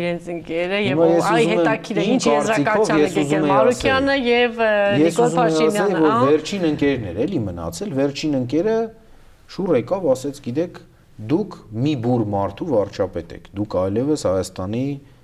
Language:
Armenian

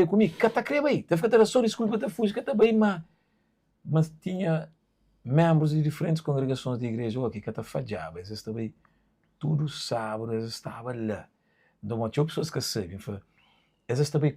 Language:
Kabuverdianu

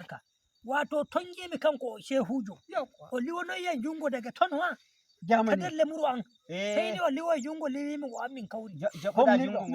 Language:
Nigerian Fulfulde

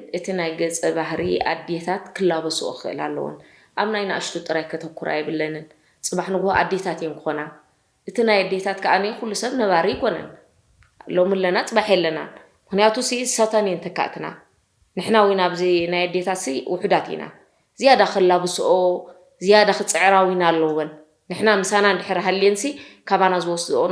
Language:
Tigrinya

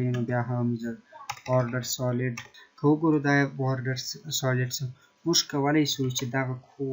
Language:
Pashto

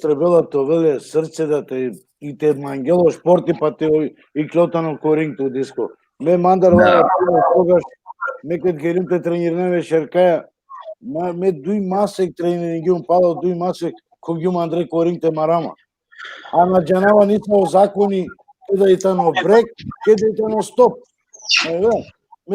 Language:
Balkan Romani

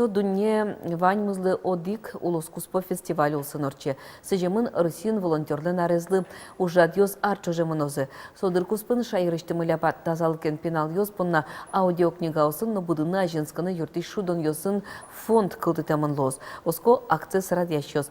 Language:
Udmurt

